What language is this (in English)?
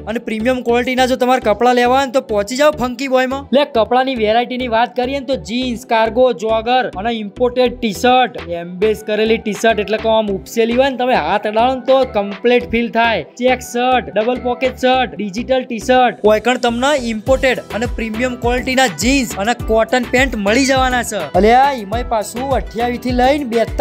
Gujarati